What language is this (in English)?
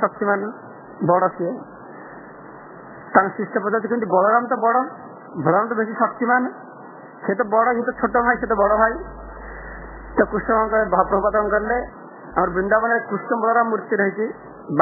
Odia